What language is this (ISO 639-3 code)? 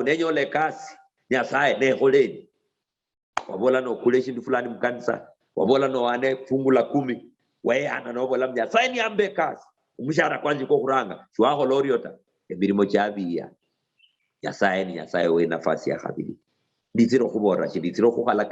luy